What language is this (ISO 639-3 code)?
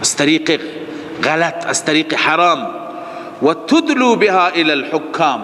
fas